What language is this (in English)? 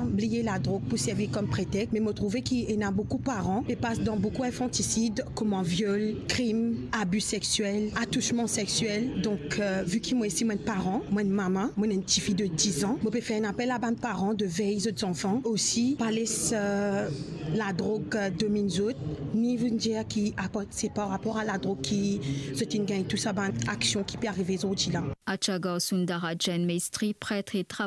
Morisyen